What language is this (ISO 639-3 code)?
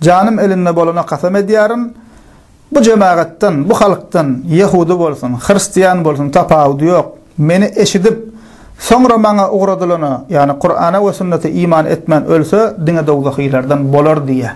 tuk